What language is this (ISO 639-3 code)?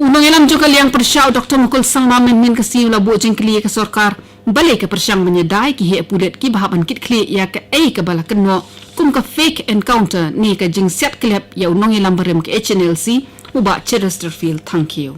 kha